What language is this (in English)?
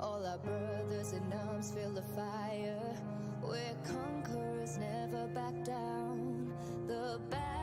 Kara-Kalpak